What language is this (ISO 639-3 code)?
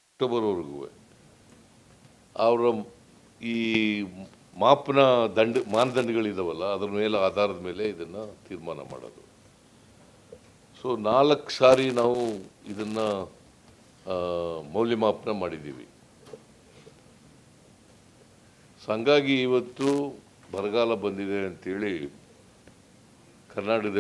kan